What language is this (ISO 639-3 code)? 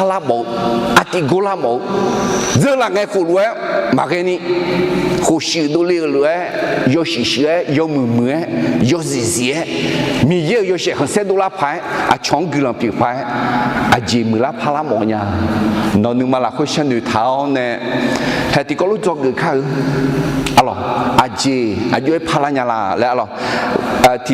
ahk